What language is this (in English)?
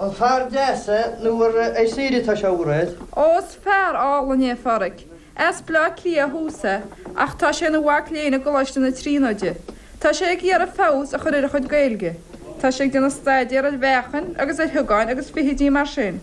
Irish